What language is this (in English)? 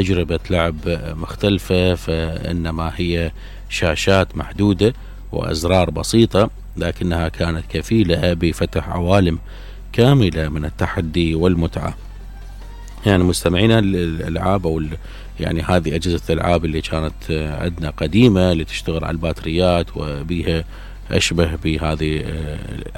Mesopotamian Arabic